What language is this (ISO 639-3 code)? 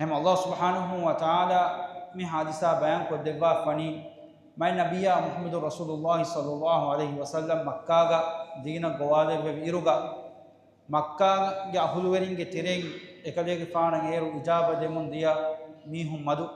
div